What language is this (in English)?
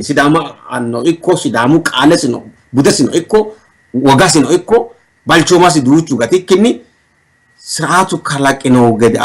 Sidamo